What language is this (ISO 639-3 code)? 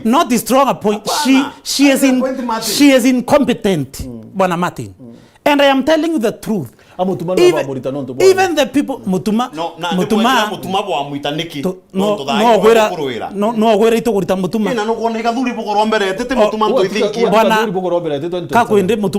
mer